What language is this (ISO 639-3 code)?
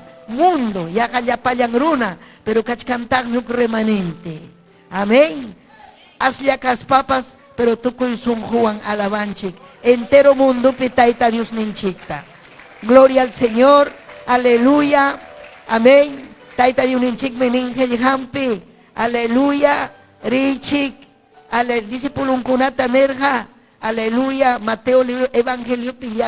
quy